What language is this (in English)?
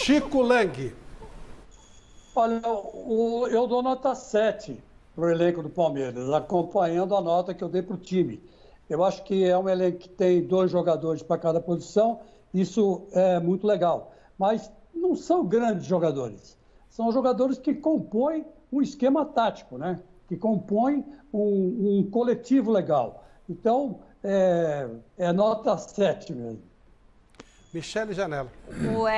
Portuguese